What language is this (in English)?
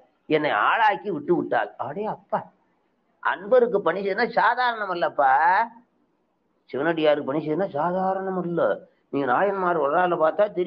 Tamil